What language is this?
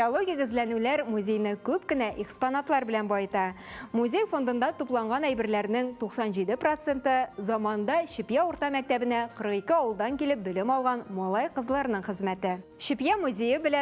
Tatar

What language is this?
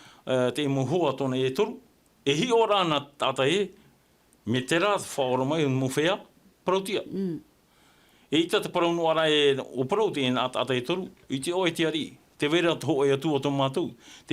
Tahitian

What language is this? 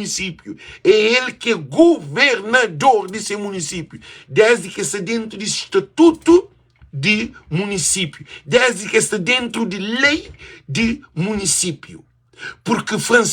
Kabuverdianu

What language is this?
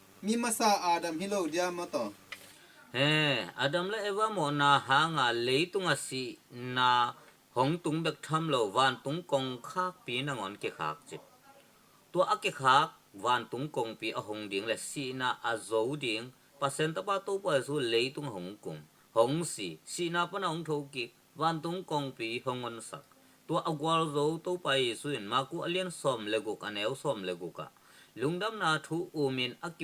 Tedim Chin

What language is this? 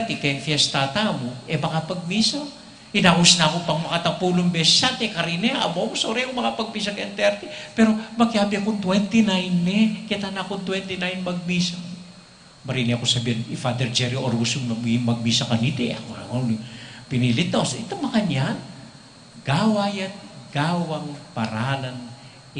Pampanga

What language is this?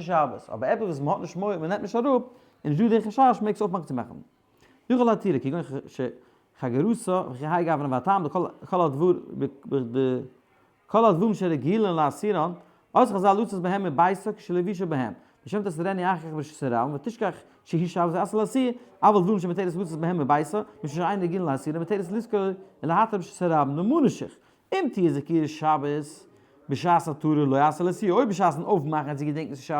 Yiddish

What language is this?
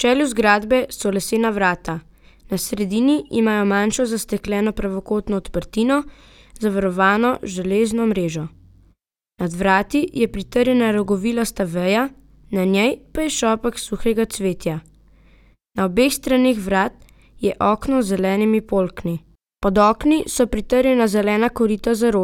Slovenian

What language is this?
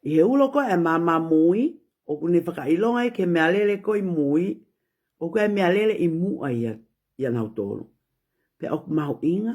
Tongan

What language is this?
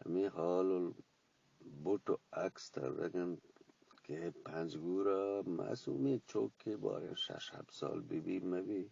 Eastern Balochi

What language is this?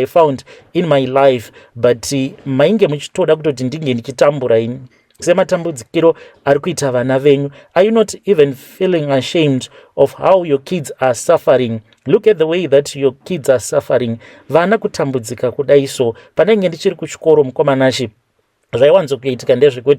Shona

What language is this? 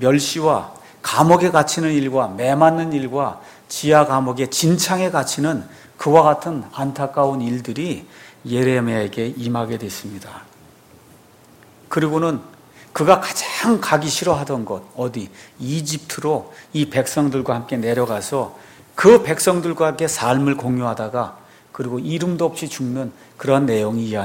Korean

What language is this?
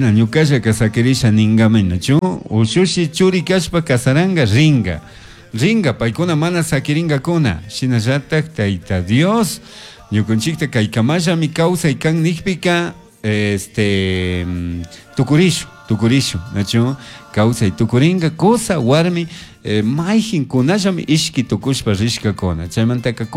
Chimborazo Highland Quichua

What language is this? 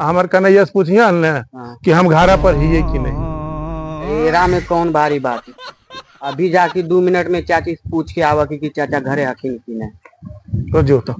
Magahi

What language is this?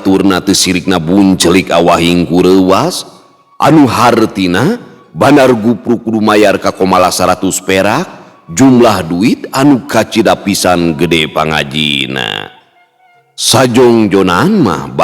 Sundanese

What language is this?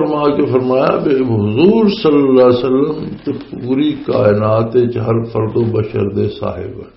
Western Panjabi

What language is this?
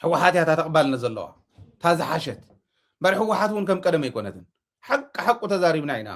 Tigrinya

